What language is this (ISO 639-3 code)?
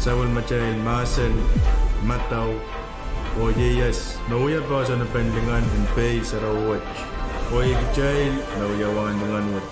pon